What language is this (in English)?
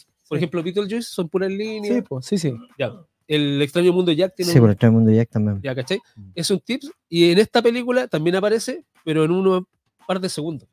Spanish